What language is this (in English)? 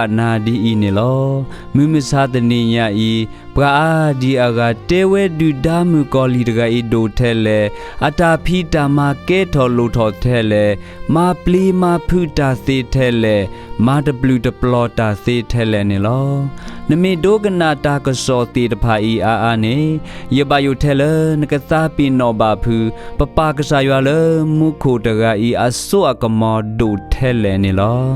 S'gaw Karen